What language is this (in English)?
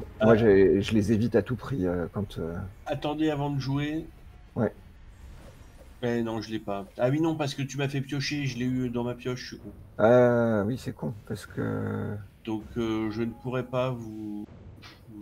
French